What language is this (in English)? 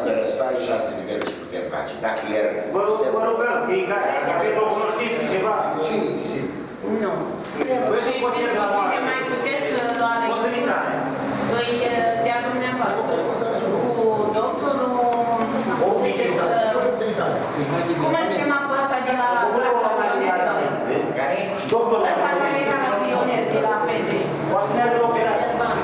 Romanian